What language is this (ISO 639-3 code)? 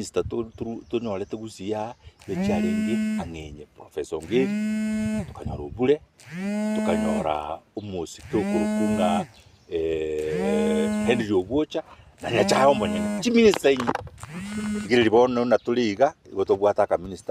guz